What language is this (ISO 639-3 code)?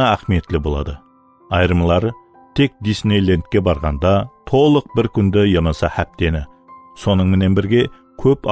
kaa